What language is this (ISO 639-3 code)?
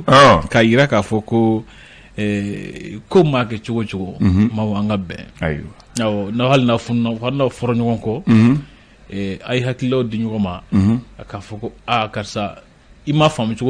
bam